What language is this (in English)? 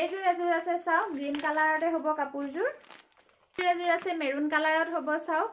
Assamese